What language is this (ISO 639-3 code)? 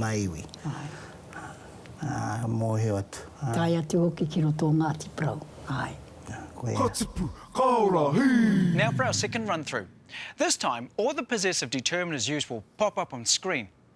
mri